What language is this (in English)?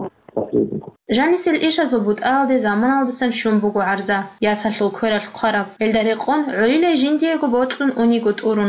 Avaric